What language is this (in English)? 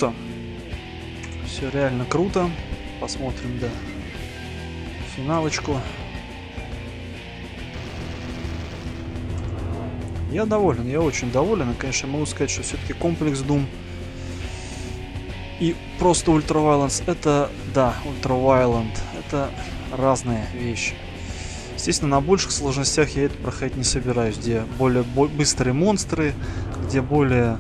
Russian